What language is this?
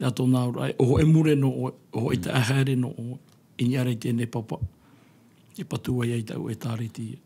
Tahitian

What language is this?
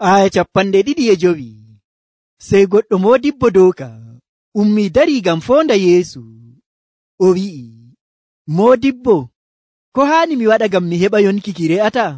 Nigerian Fulfulde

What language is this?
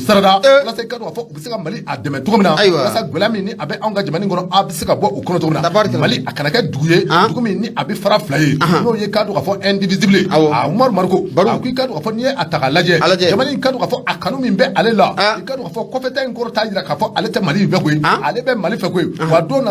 Bambara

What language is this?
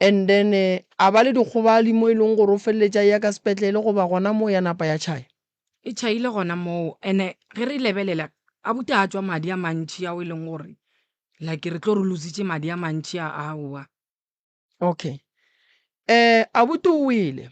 Northern Sotho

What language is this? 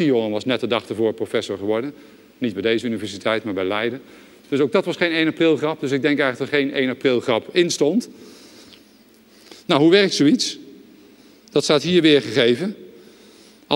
Dutch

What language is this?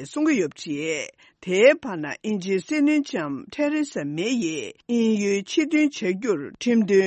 Tibetan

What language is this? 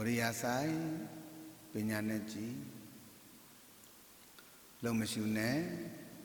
Burmese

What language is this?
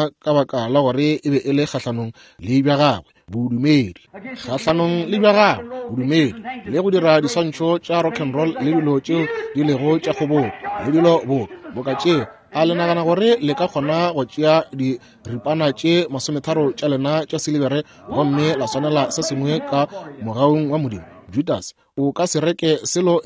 Northern Sotho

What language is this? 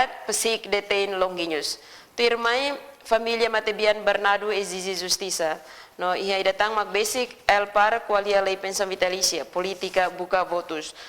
Tetum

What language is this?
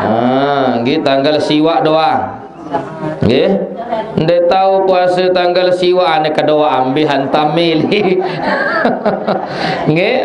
Sasak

